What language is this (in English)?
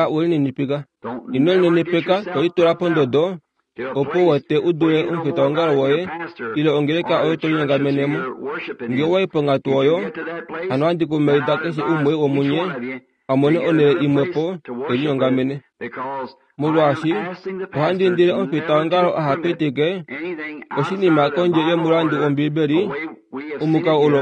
Kuanyama